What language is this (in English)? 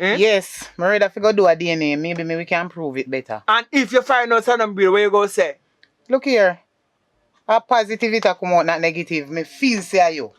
Jamaican Creole English